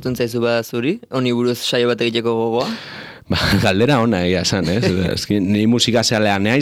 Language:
Basque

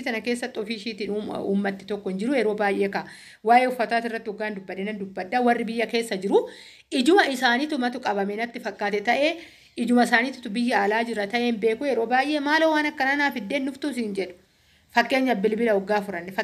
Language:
Oromo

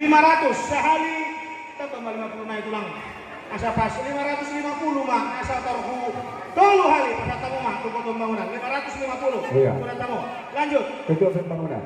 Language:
Batak Toba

